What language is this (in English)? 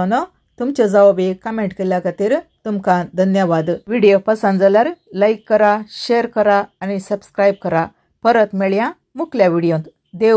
Konkani